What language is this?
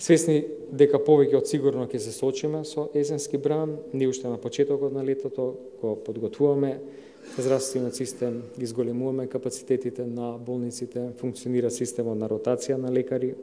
Macedonian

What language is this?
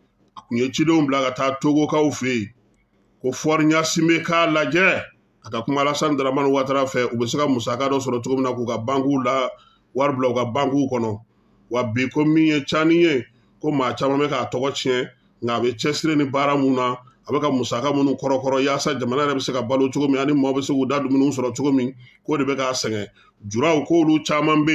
Bambara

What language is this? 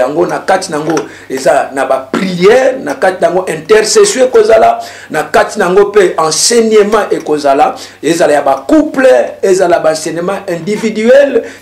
Lingala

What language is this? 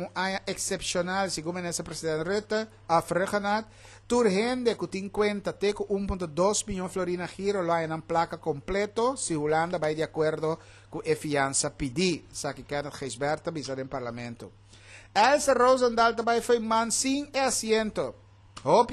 Papiamento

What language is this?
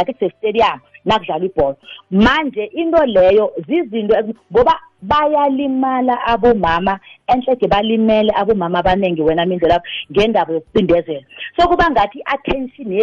South Ndebele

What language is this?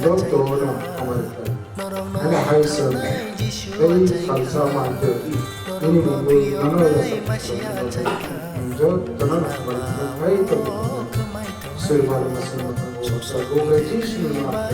Kok Borok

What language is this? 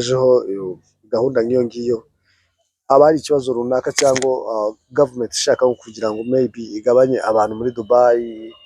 Kinyarwanda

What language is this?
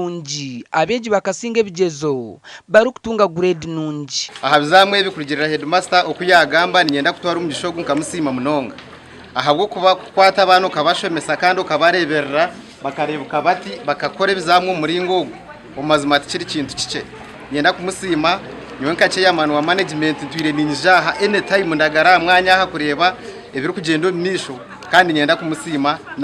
Nyankole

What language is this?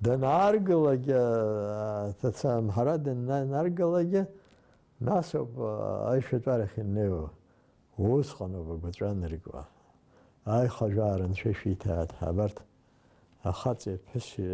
Abkhazian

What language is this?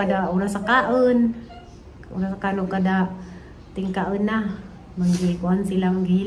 Cebuano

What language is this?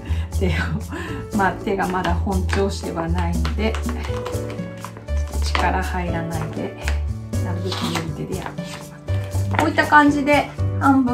Japanese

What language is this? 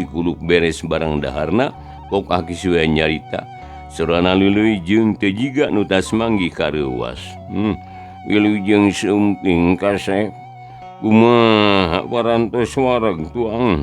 Sundanese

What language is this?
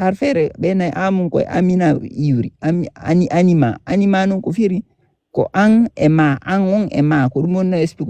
Fula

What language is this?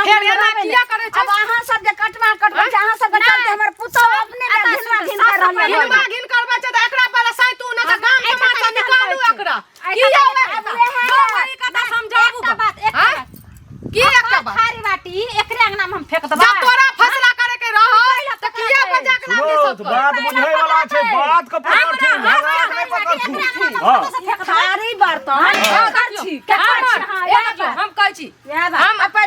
Maithili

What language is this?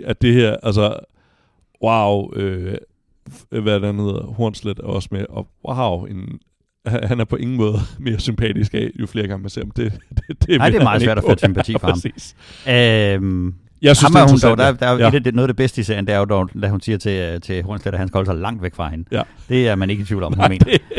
Danish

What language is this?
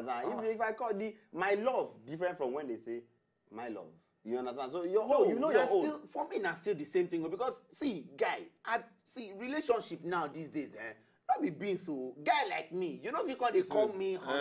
Nigerian Pidgin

